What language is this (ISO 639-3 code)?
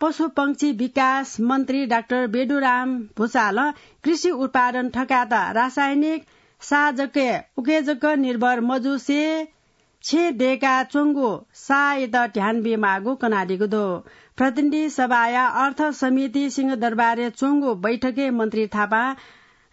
new